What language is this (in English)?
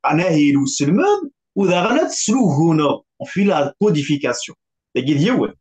Kabyle